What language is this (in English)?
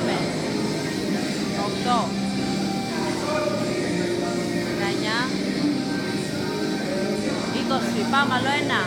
Greek